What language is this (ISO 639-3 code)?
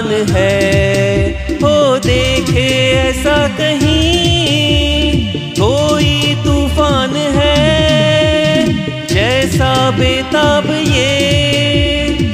hin